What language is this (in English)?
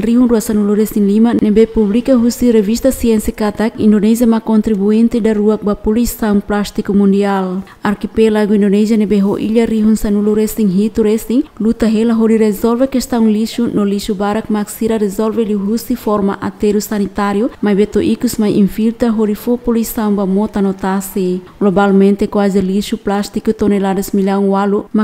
Tetum